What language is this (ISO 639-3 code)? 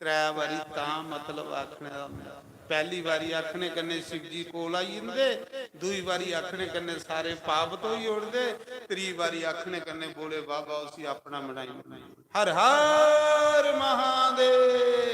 doi